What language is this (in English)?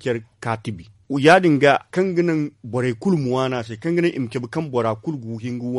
Zarma